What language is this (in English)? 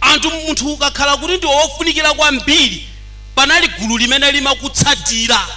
Nyanja